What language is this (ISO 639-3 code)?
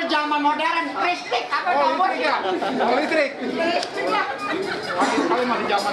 bew